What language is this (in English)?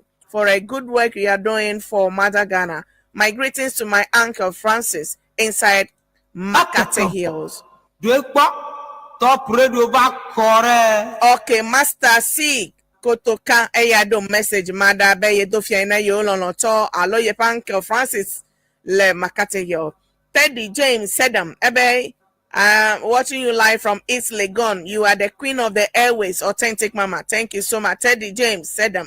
Ewe